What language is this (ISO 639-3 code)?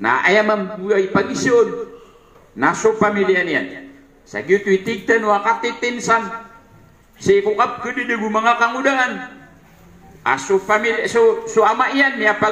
mrw